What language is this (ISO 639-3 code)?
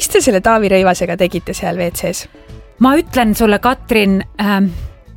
est